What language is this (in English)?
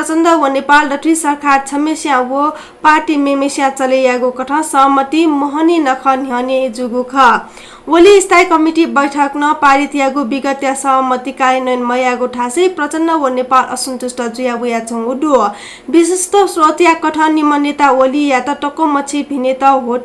Newari